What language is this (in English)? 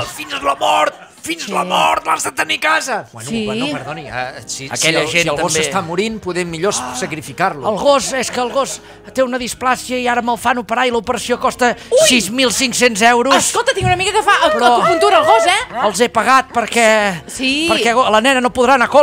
Catalan